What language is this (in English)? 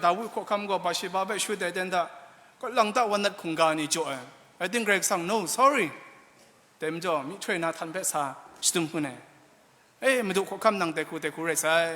Kachin